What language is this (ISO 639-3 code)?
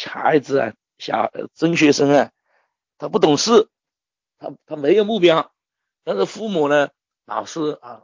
zho